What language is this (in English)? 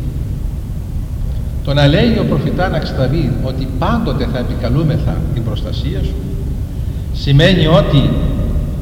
Greek